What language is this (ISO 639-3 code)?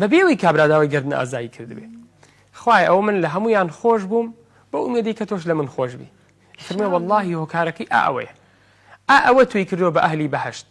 ckb